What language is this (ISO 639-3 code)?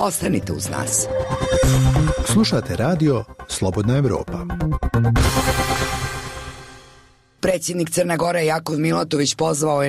srp